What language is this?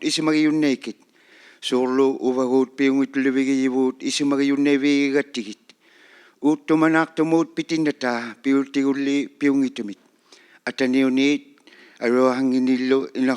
Inuktitut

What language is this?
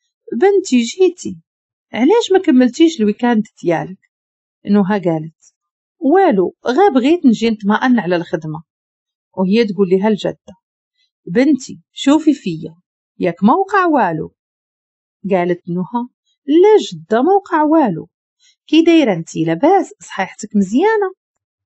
Moroccan Arabic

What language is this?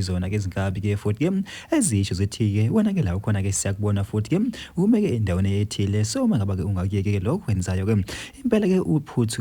Zulu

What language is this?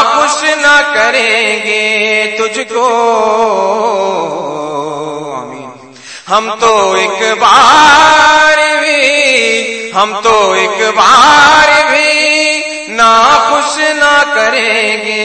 Urdu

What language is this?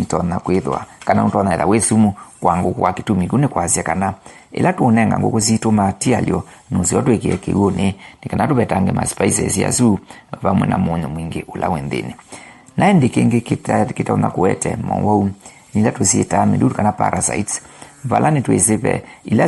Kamba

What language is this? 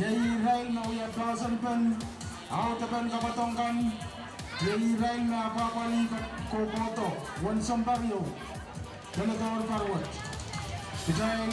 Pohnpeian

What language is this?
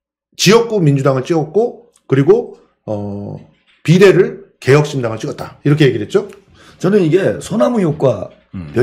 Korean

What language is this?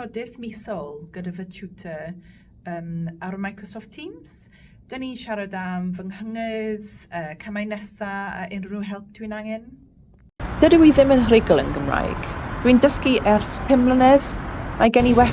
Welsh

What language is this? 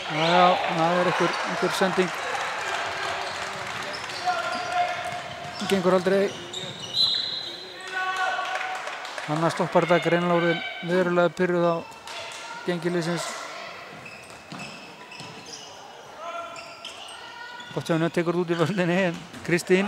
Icelandic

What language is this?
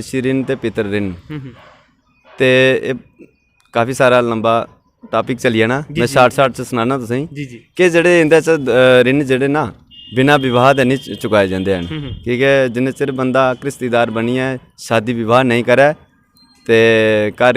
Dogri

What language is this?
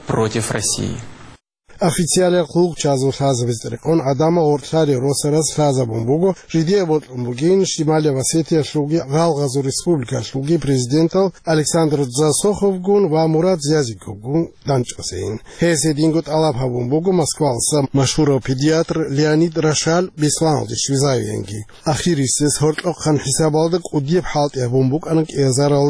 Avaric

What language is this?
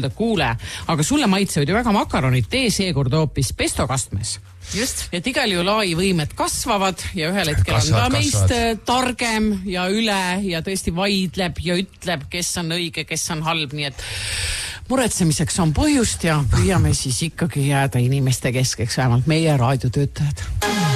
Estonian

